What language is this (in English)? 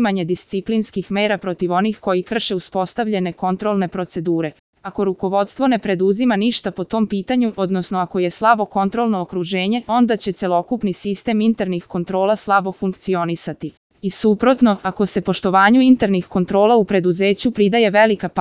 Serbian